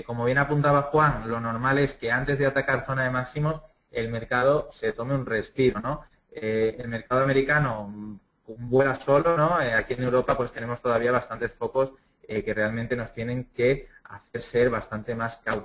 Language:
Spanish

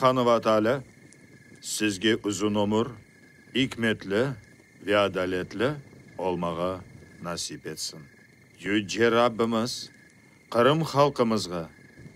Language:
Crimean Tatar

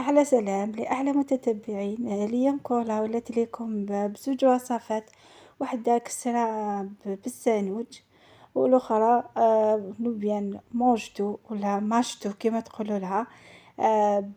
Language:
Algerian Arabic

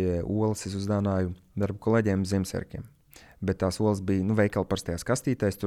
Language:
Latvian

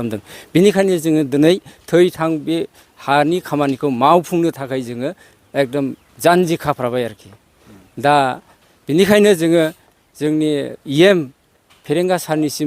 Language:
Bodo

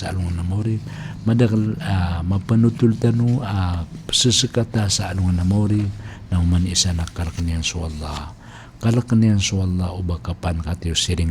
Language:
Maranao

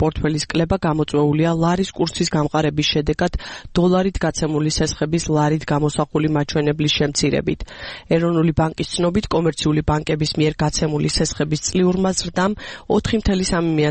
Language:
Georgian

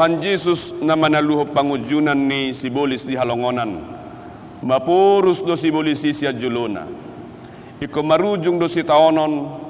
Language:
Batak Toba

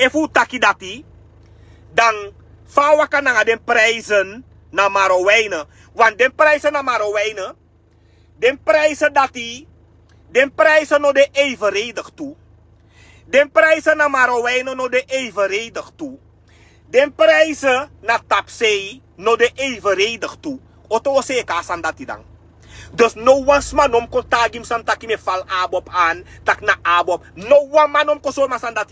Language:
Sranan Tongo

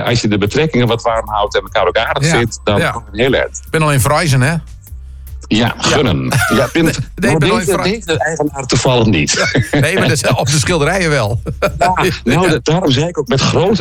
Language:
Dutch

